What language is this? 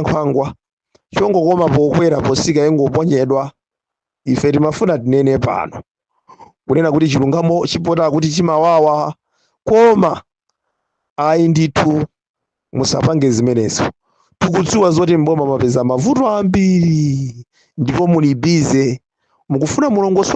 Nyanja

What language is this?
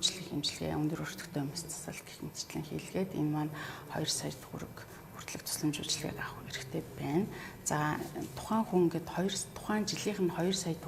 Mongolian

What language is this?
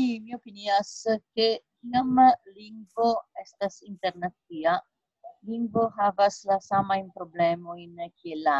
Esperanto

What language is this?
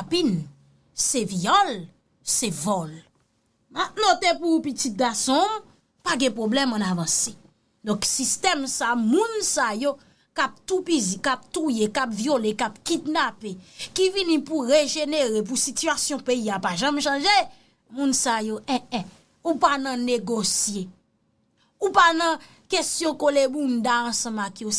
Haitian Creole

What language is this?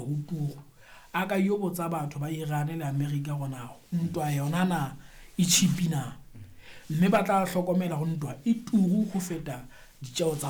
Southern Sotho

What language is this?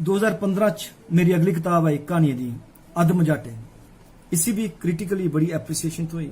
Dogri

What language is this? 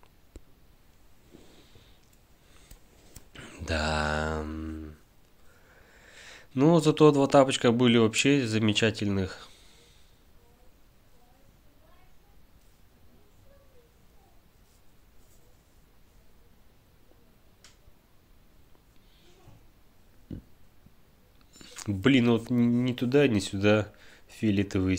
Russian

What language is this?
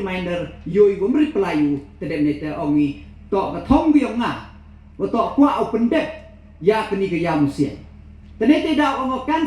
Pnar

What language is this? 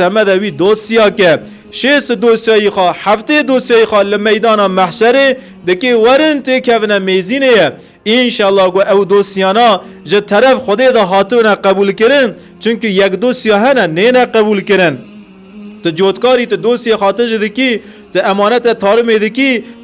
Kurdish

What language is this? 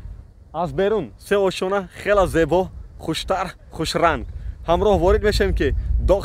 Tajik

